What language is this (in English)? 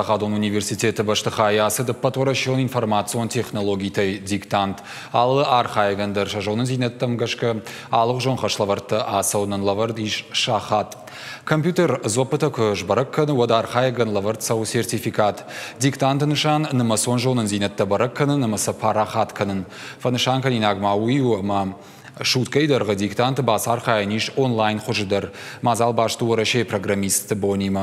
Ossetic